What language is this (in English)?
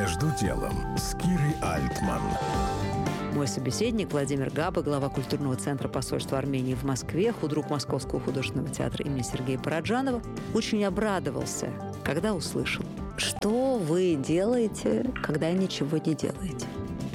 Russian